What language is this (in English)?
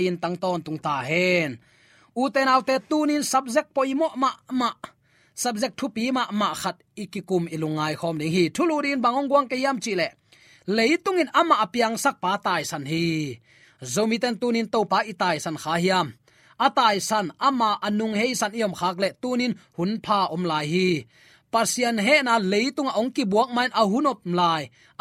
Tedim Chin